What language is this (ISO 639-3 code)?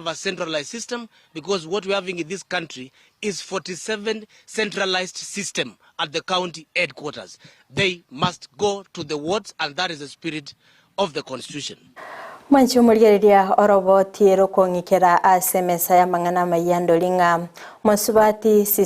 guz